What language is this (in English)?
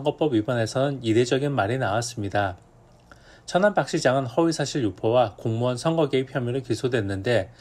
Korean